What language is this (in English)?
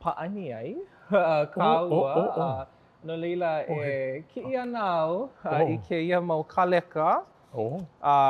Hawaiian